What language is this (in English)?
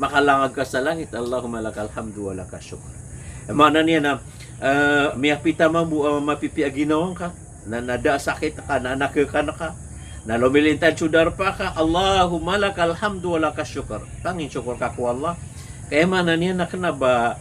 Maranao